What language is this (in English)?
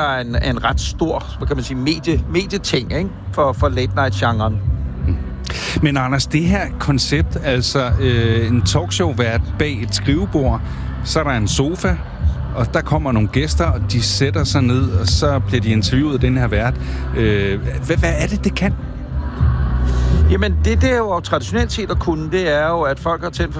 Danish